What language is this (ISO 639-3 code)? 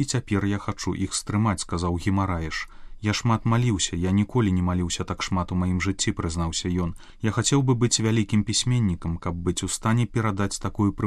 bel